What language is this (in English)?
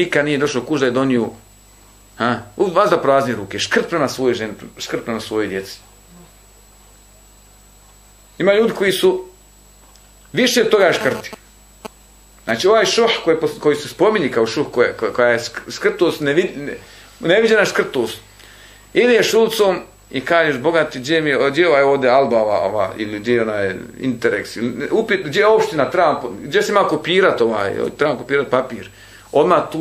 Bosnian